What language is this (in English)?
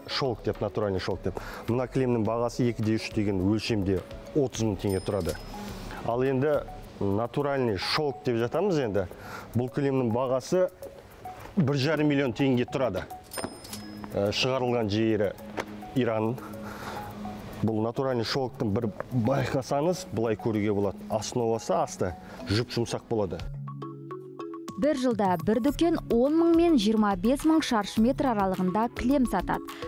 Kazakh